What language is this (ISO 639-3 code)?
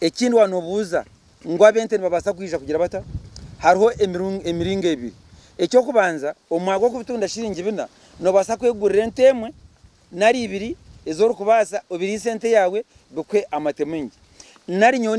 nyn